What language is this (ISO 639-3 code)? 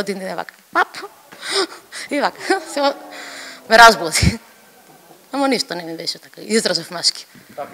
mkd